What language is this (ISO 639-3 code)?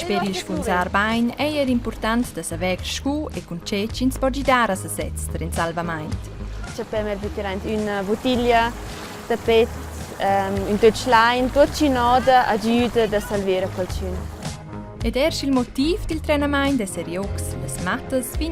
roh